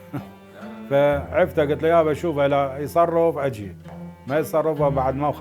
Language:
Mesopotamian Arabic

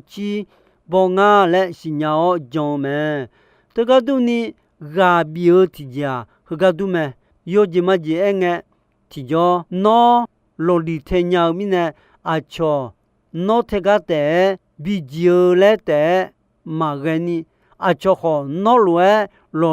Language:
Akha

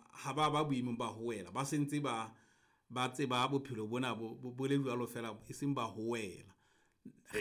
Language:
Southern Sotho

